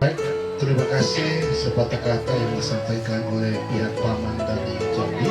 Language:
Nias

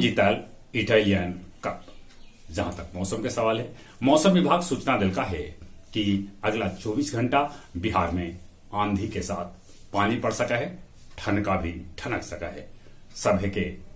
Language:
Magahi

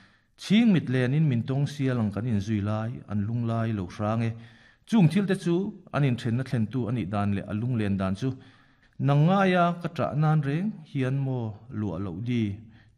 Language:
Mizo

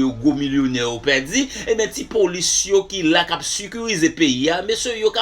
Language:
Haitian Creole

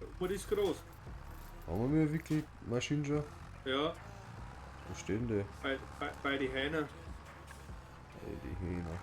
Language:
Bavarian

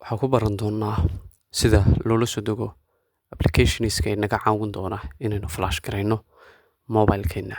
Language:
Somali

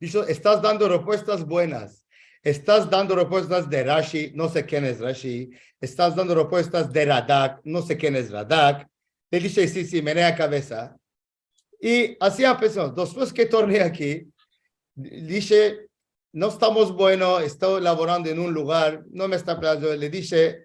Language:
Ladino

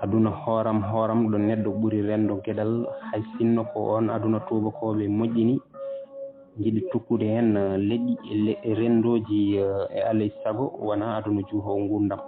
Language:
Fula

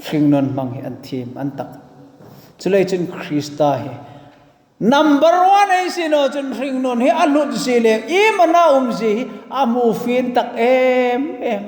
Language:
Hmar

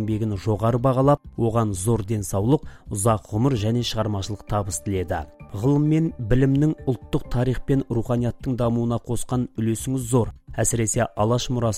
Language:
Kazakh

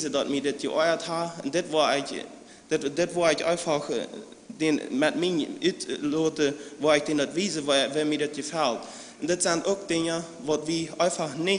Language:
Plautdietsch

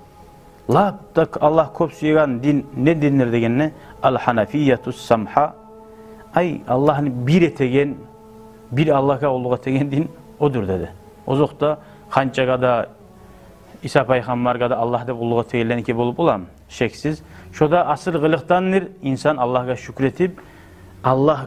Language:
Kumyk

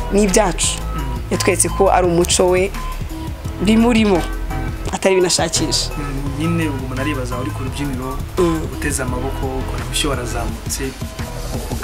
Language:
Kinyarwanda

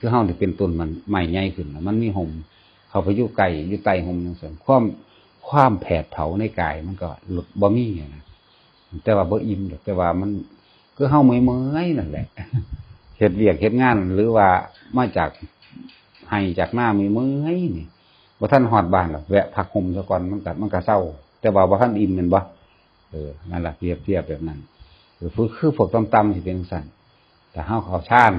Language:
Northeastern Thai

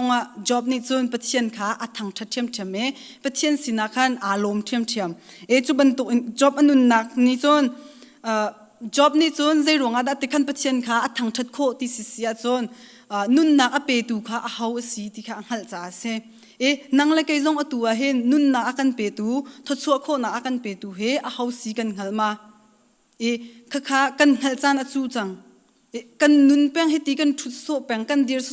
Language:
Hakha Chin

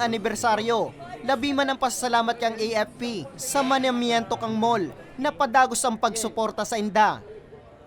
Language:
Bikol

